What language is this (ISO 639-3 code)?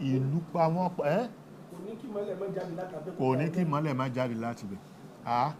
yor